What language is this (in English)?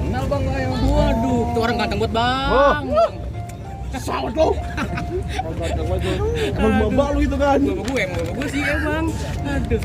Betawi